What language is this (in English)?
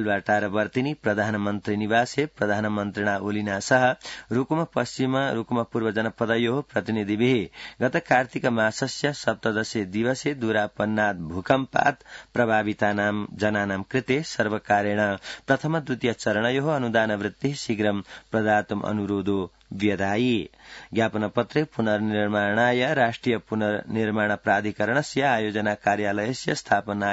Sanskrit